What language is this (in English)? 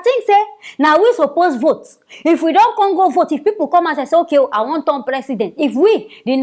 Nigerian Pidgin